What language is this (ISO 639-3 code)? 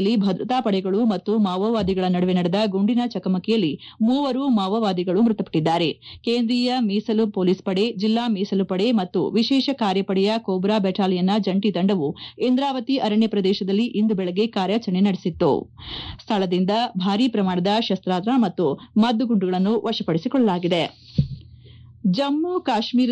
kan